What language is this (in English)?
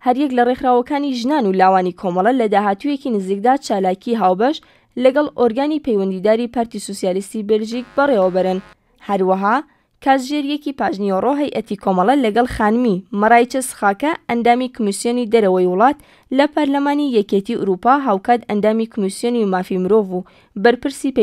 Central Kurdish